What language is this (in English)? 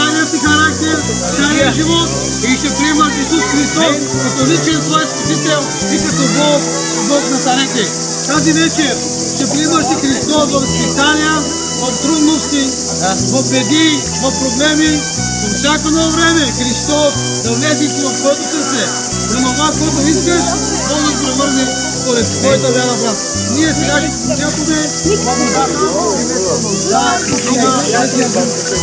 Bulgarian